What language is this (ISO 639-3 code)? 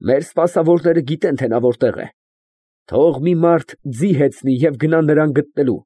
hye